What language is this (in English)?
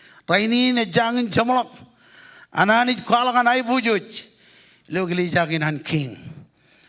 Marshallese